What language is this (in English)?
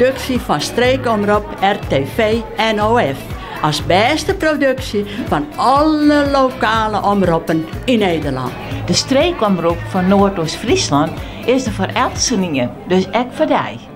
Western Frisian